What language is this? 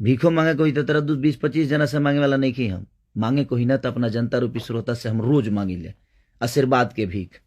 Bhojpuri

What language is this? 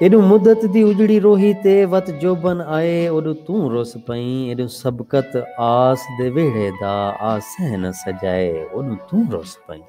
Saraiki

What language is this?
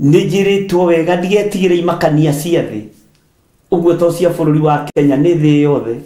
Kikuyu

